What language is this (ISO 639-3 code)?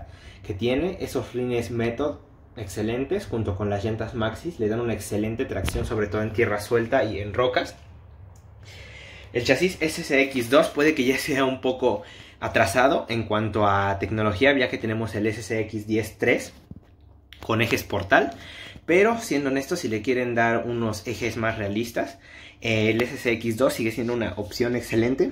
spa